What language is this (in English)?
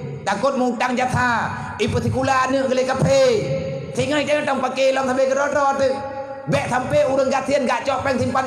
Achinese